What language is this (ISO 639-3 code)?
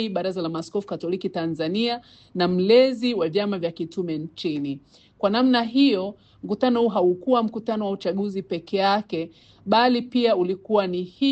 swa